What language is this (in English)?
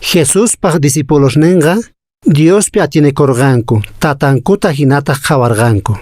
Quechua